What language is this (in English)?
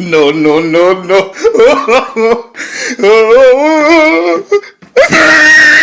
Cebuano